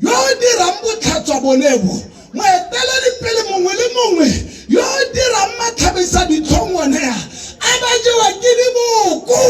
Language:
Tswana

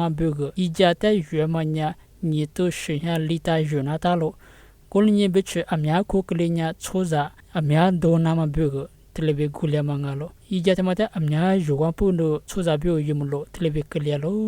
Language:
Lisu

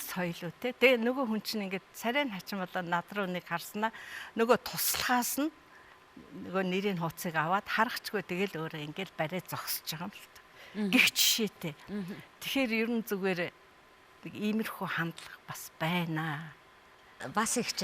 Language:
Mongolian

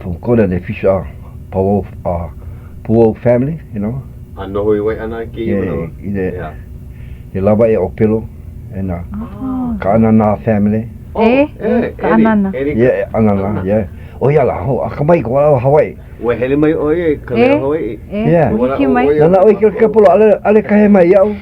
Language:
Hawaiian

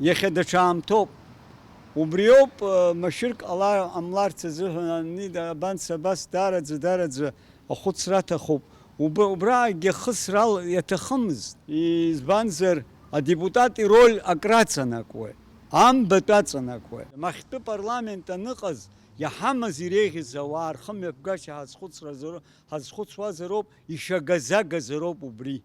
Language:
Abkhazian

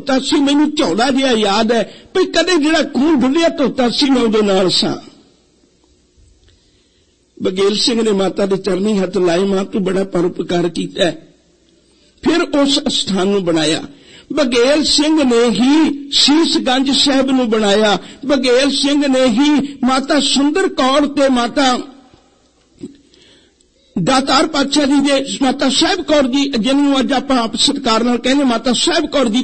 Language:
Punjabi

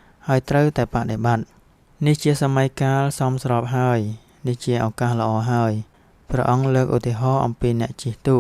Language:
Khmer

